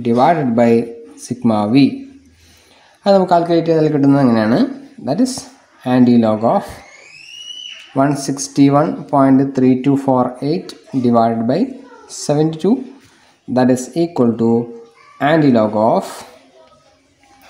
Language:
Malayalam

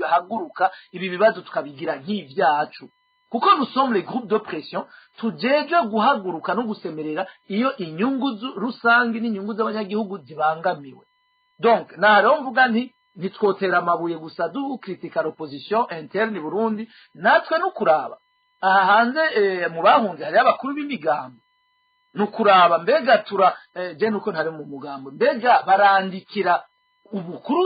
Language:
Rundi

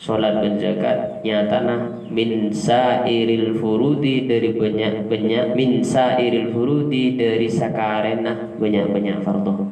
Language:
Madurese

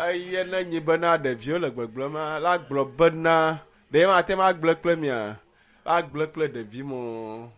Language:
Ewe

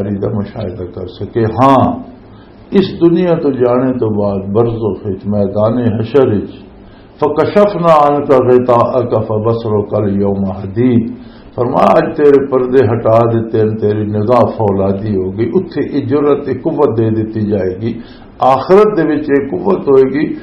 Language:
Western Panjabi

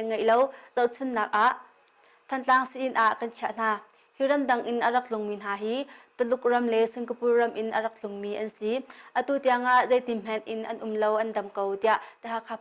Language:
Hakha Chin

